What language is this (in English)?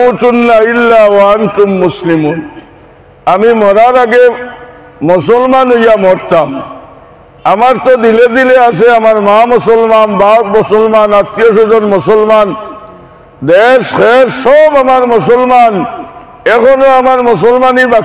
Sylheti